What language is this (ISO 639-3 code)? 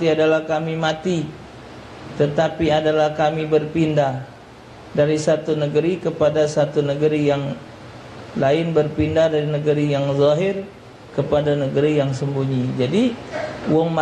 mui